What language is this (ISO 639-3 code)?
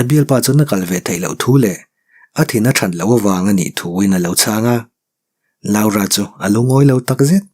lus